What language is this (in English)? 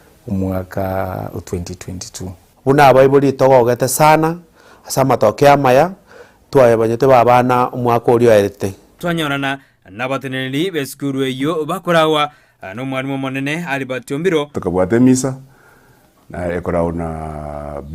Gusii